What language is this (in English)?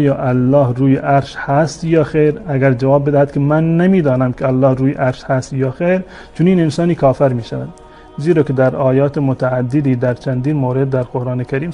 Persian